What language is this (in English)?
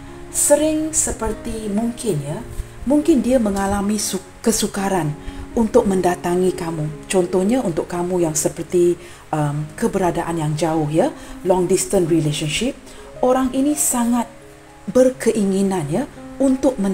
Malay